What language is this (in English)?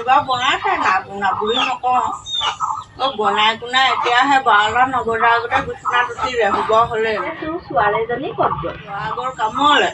Assamese